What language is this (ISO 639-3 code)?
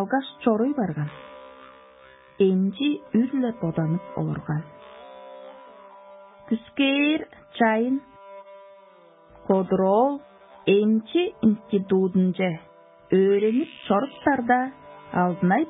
tyv